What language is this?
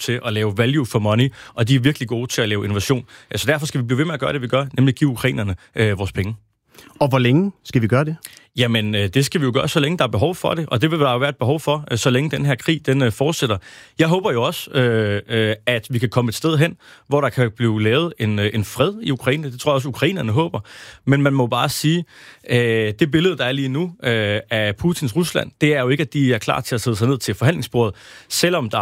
Danish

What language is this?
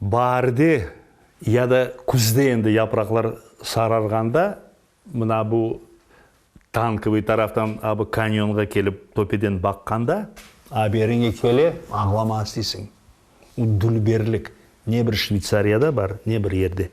Crimean Tatar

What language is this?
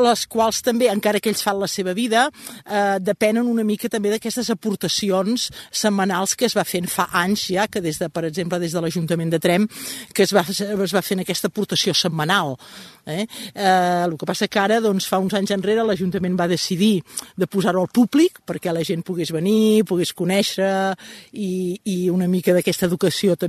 Catalan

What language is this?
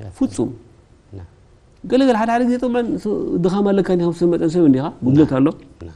Tigrinya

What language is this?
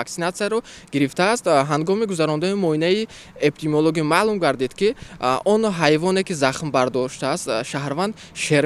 Tajik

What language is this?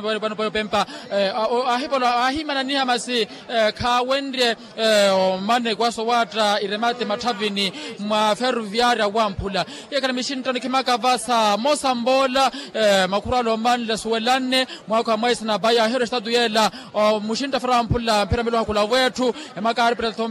Makhuwa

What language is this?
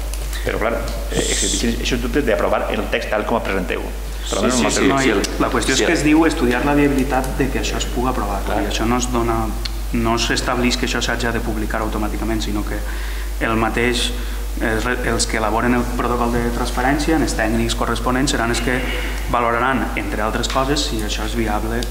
Catalan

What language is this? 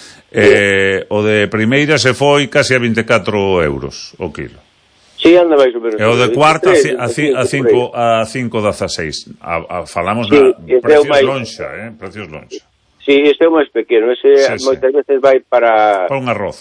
Galician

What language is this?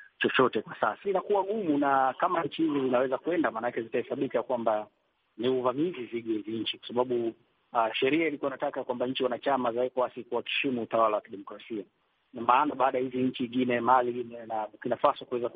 Swahili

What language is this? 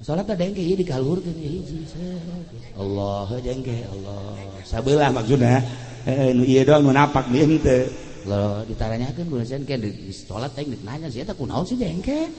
Sundanese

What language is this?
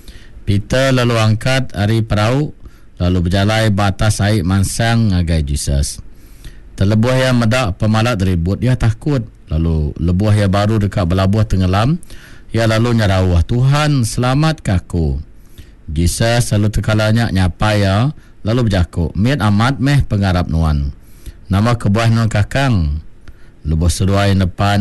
Iban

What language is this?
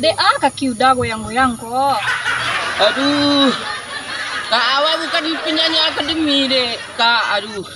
Minangkabau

